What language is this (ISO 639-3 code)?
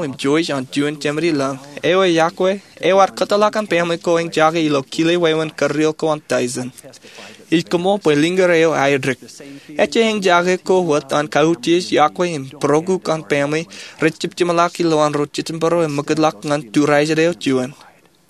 mah